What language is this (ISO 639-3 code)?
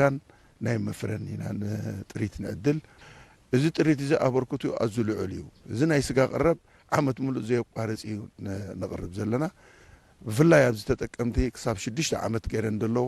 tir